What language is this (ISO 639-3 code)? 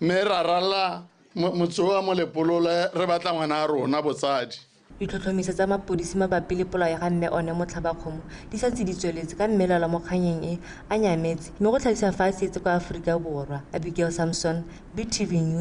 tsn